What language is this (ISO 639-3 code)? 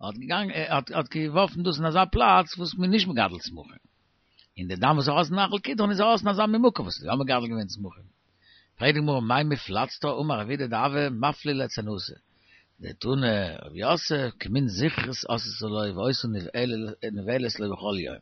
yid